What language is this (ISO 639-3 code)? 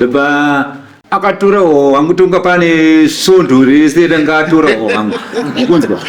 sna